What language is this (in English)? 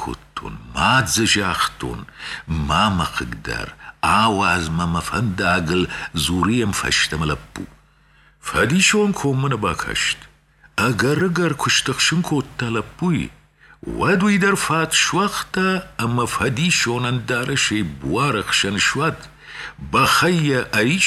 Ossetic